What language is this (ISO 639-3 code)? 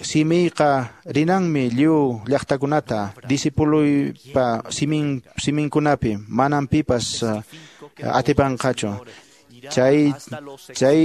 que